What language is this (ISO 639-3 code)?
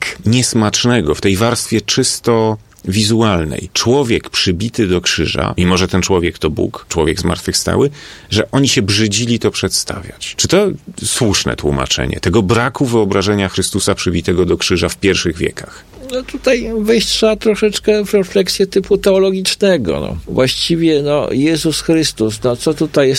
pol